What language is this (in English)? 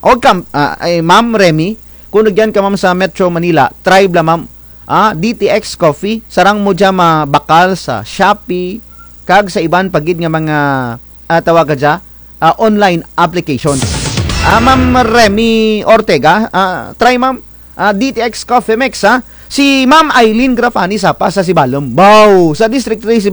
Kinaray-a